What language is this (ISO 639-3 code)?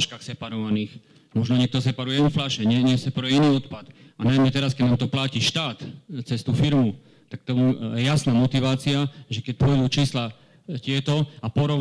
slk